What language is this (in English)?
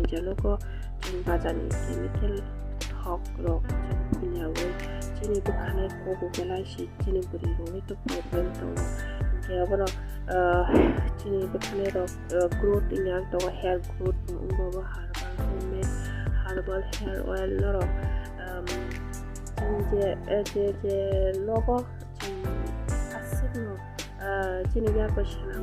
Kok Borok